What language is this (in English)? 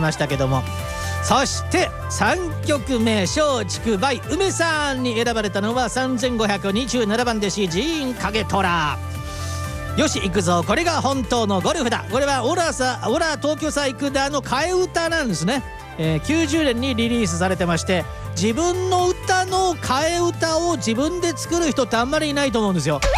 Japanese